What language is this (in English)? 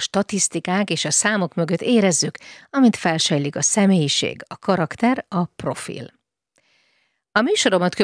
Hungarian